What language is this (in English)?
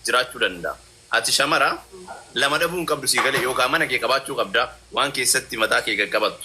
Oromo